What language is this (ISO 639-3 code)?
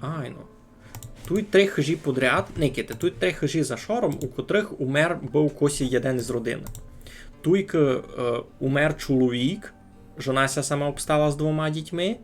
rue